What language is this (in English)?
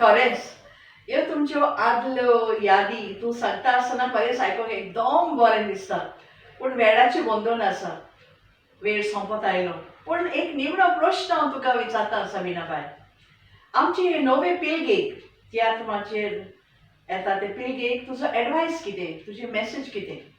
Konkani